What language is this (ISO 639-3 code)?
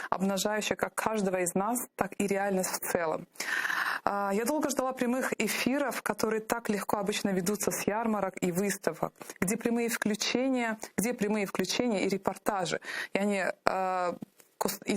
crh